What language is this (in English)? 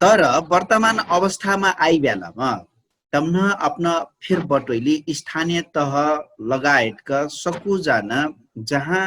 Dangaura Tharu